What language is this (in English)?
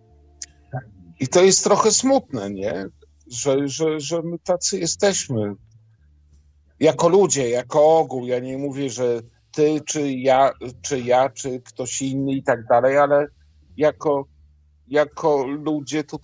Polish